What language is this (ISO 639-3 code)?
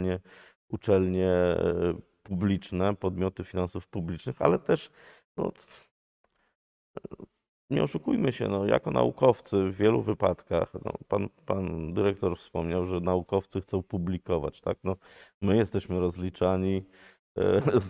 pol